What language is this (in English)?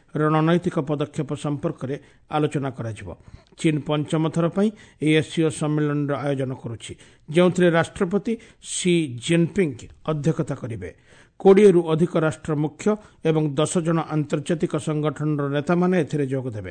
Odia